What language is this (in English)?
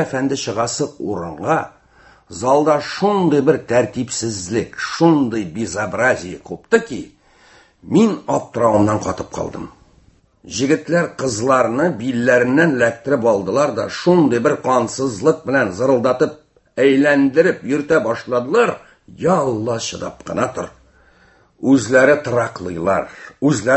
Tatar